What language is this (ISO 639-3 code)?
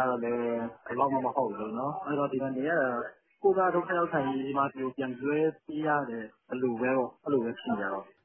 mya